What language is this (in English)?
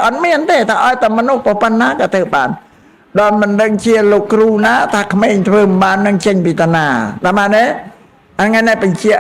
Khmer